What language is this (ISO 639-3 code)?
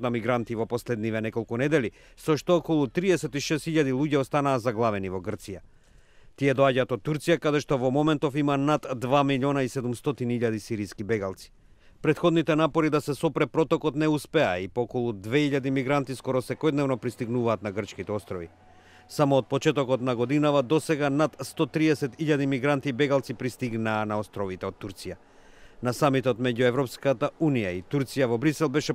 mkd